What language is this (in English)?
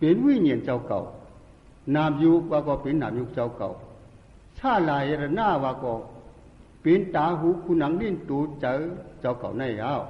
Shan